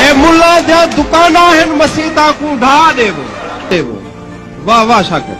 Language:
Saraiki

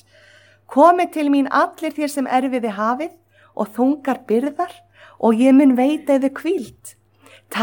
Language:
Icelandic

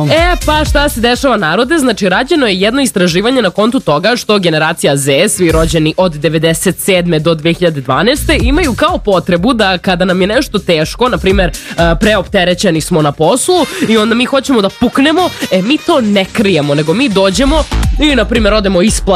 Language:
Serbian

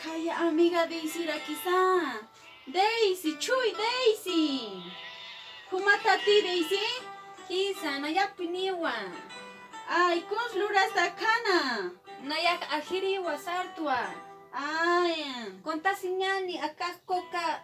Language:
Aymara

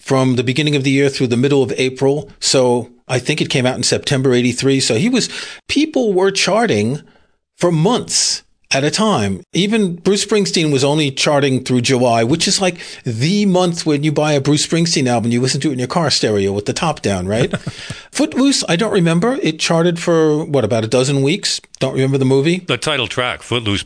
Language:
English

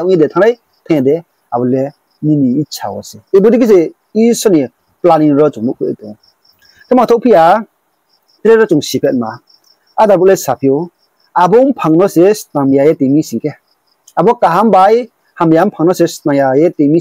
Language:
Riang (India)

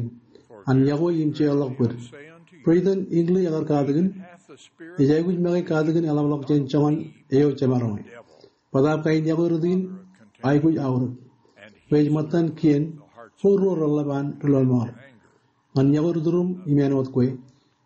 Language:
Marshallese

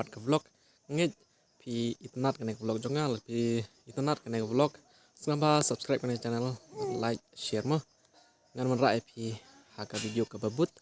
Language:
Khasi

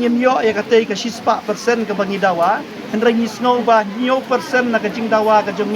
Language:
Khasi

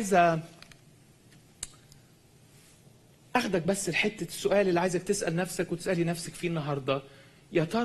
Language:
Egyptian Arabic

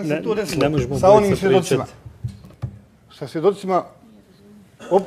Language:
Bosnian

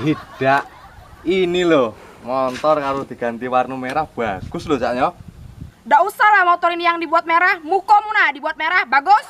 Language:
Musi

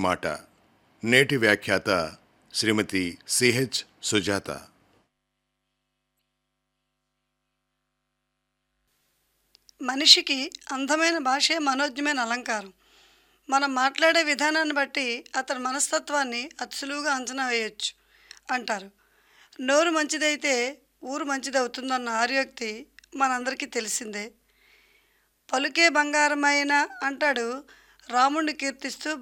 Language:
Telugu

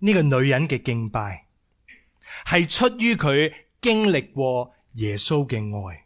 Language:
Cantonese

